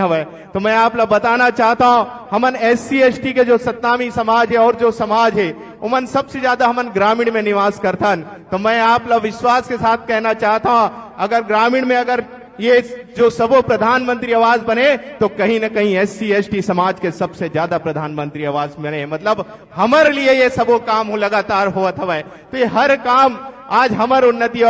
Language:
Chhattisgarhi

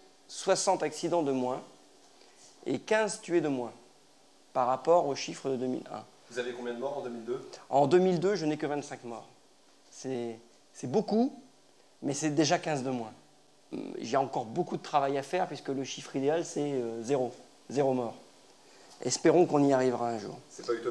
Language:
French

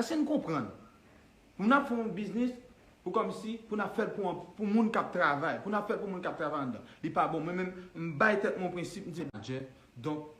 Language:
Haitian Creole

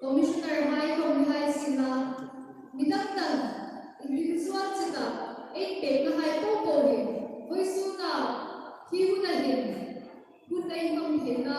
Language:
Hmar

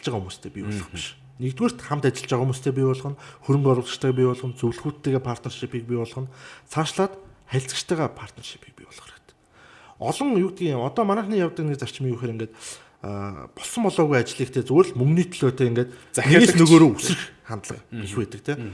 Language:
Mongolian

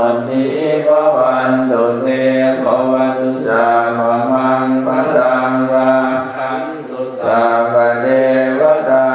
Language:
Pali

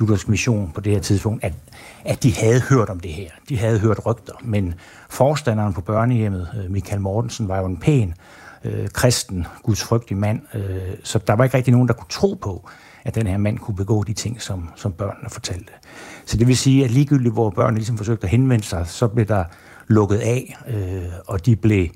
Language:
Danish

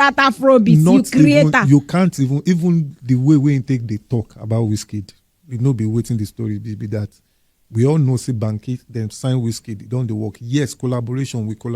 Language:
Nigerian Pidgin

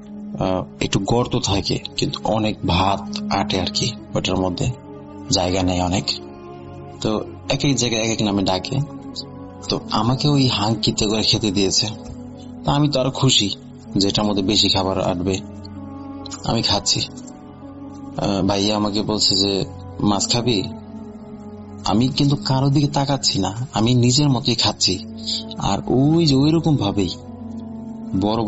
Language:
Bangla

